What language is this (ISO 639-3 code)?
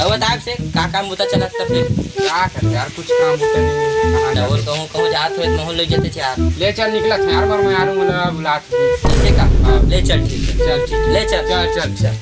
hne